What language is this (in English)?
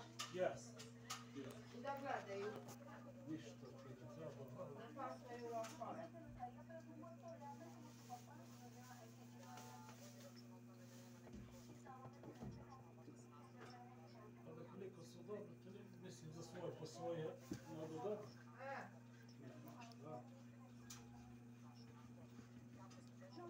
Serbian